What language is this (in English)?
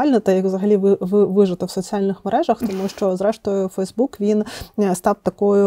Ukrainian